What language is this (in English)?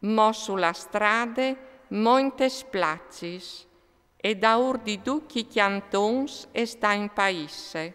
Friulian